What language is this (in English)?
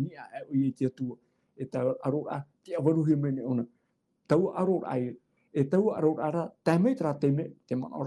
Tahitian